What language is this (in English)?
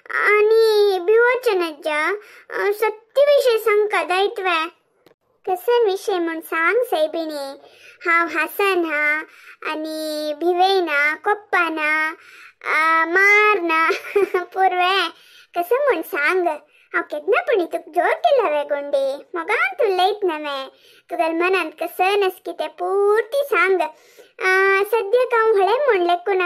Konkani